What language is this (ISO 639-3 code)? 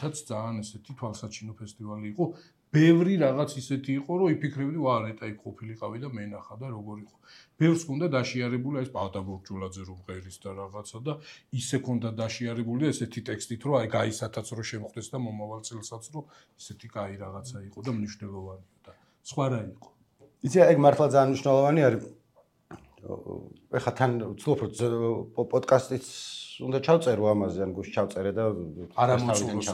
kat